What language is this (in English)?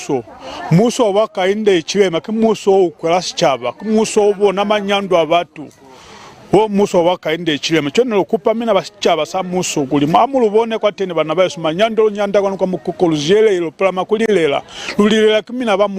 Lozi